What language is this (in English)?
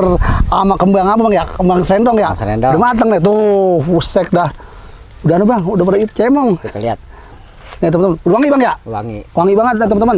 Betawi